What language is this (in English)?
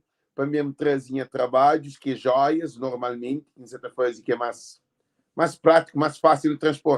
Kabuverdianu